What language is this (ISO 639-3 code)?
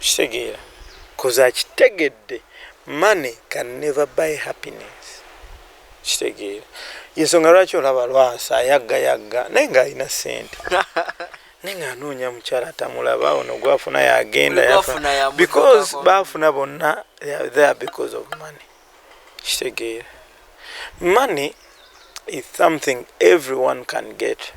lug